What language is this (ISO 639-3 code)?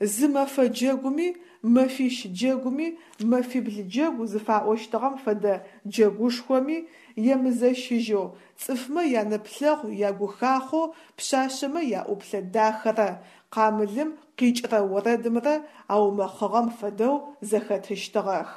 ady